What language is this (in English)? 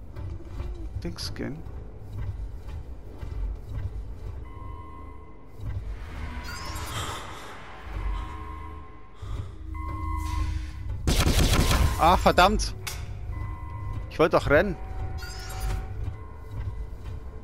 German